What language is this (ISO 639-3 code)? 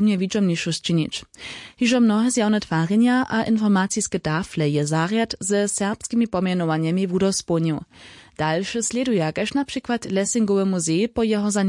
hsb